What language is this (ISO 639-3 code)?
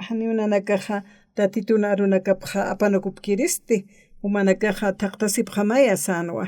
aym